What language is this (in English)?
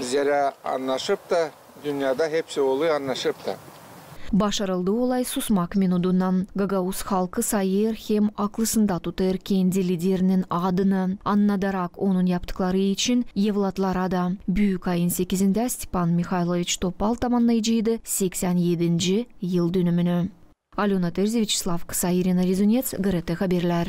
Gagauz